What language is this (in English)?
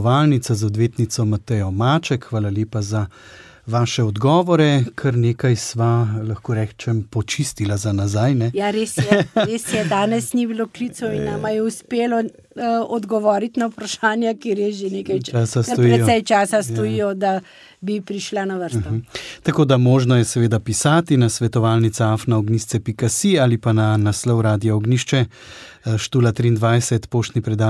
Slovenian